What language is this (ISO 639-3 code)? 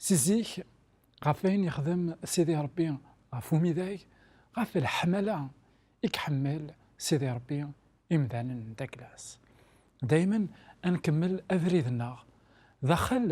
kab